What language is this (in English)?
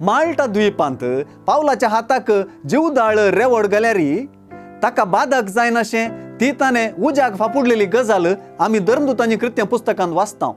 Konkani